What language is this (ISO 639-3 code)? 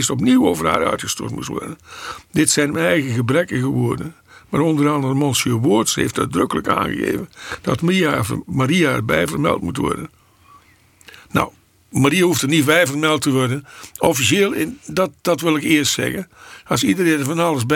nld